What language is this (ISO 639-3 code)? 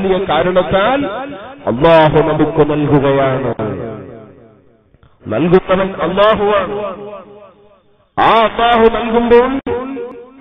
mal